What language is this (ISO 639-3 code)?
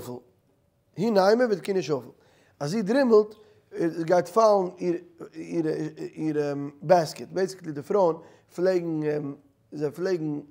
yid